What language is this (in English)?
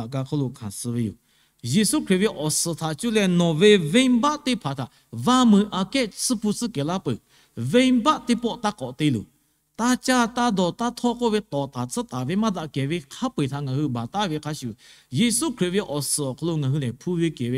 Lahu